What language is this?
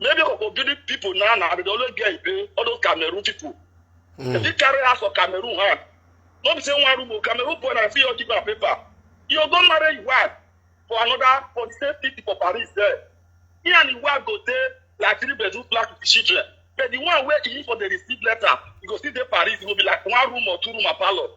Nigerian Pidgin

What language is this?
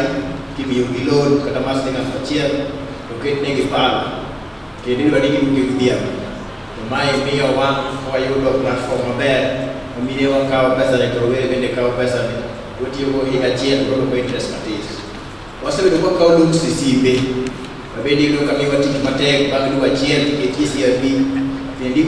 Luo (Kenya and Tanzania)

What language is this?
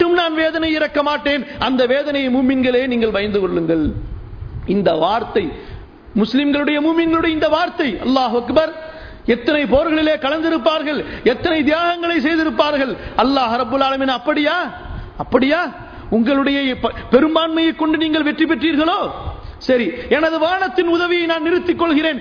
Tamil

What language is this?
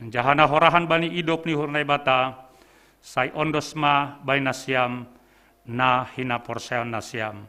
Batak Simalungun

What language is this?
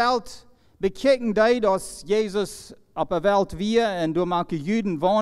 Plautdietsch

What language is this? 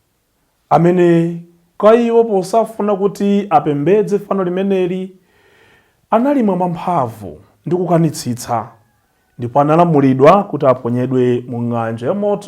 Nyanja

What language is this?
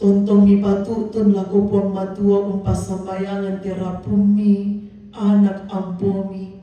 Toraja-Sa'dan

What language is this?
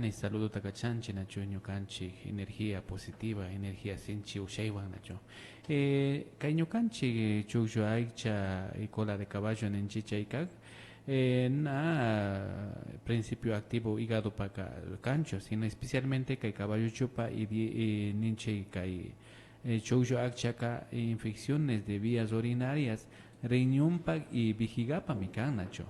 Imbabura Highland Quichua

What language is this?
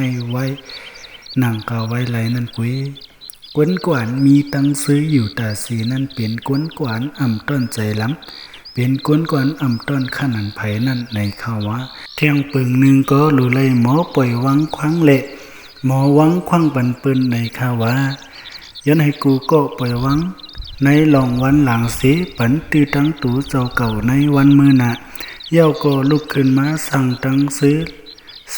Shan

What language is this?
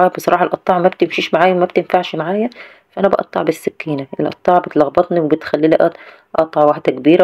Egyptian Arabic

